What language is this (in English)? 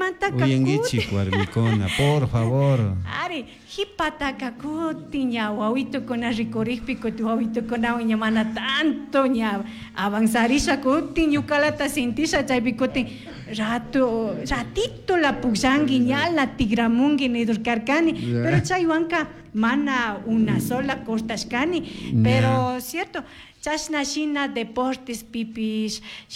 Chimborazo Highland Quichua